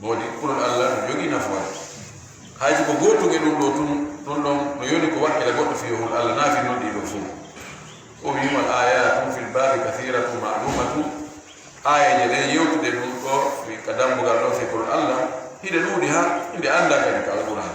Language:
Fula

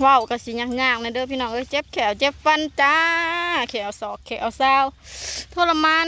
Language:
Lao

